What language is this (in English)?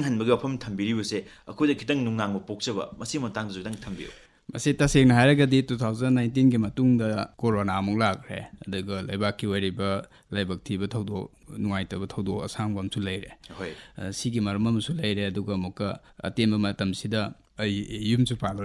Manipuri